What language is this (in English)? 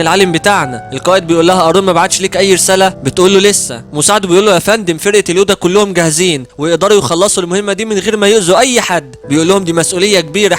Egyptian Arabic